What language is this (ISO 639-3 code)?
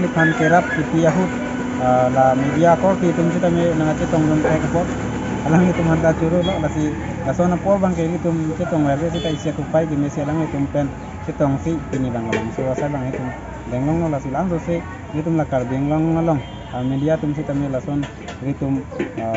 mjw